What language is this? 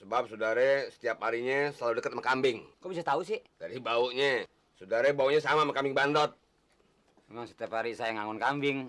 Betawi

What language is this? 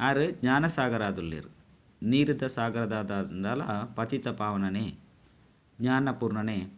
Tulu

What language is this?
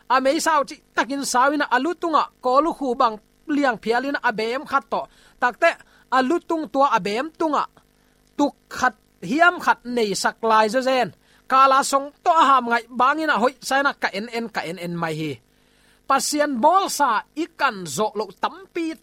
Tedim Chin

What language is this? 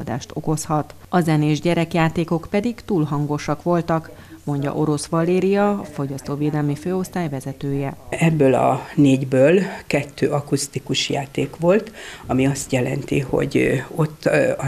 Hungarian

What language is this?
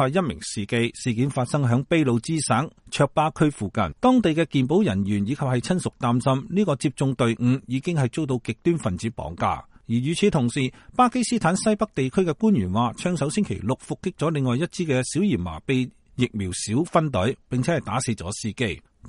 Cantonese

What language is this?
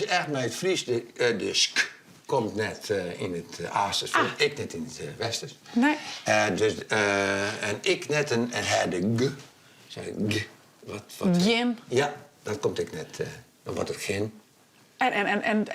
Western Frisian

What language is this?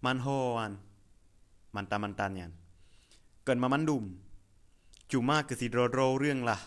Achinese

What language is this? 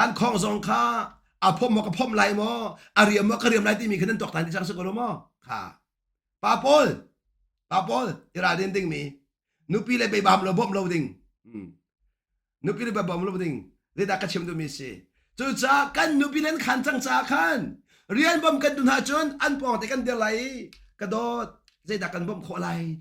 Hakha Chin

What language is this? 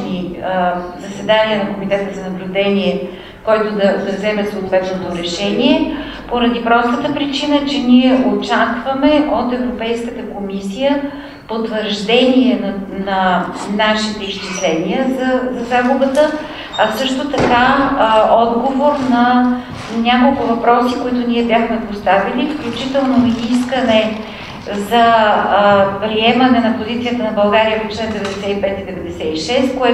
Bulgarian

